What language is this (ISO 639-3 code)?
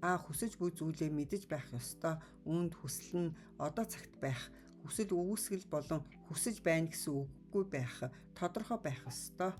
mon